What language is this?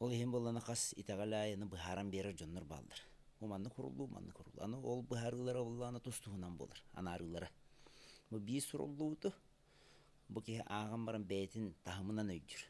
Yakut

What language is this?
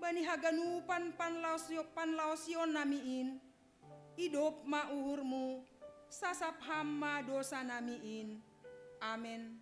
Batak Simalungun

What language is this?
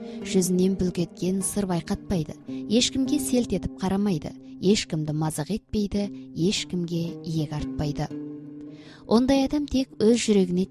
Kazakh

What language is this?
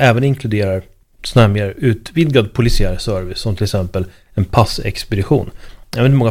Swedish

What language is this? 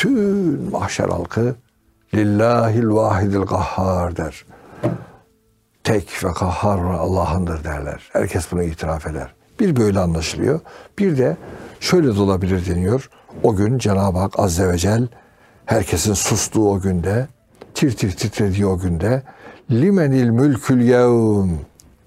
Turkish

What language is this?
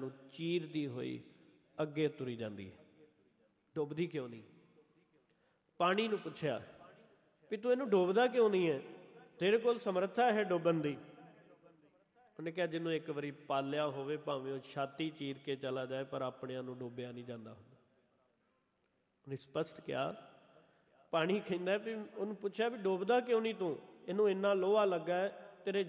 Punjabi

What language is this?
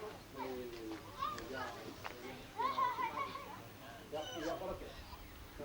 Māori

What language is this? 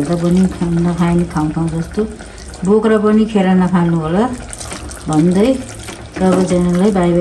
Nepali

